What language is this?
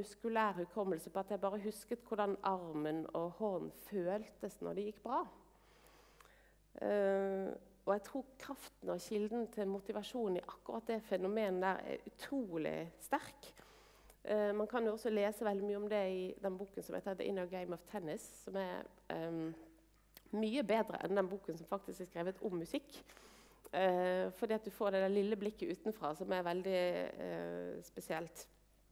Norwegian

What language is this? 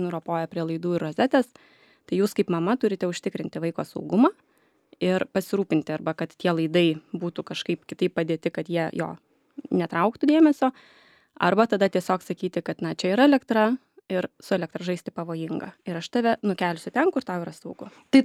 Lithuanian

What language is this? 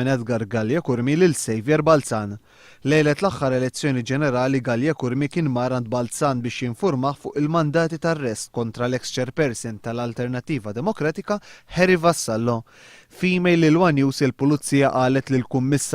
Maltese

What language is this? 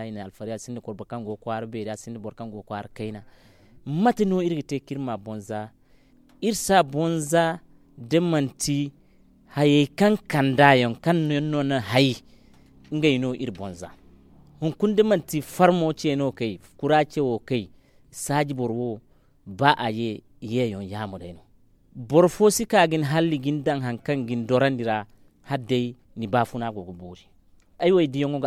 Zarma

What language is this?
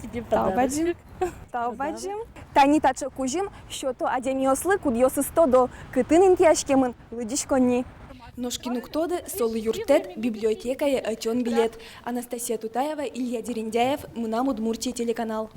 Udmurt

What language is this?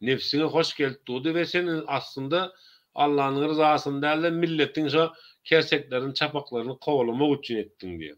Turkmen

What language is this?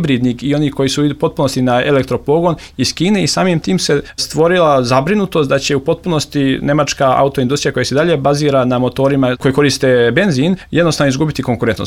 Serbian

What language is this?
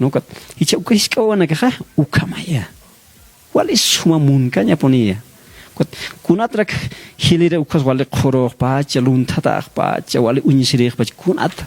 Aymara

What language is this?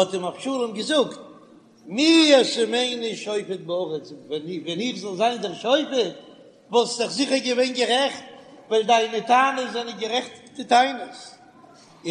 Yiddish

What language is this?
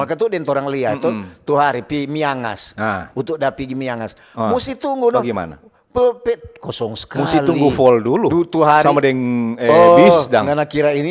Manado Malay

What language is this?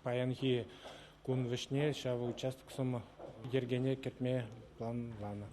Chuvash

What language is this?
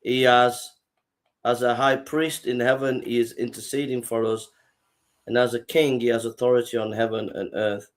English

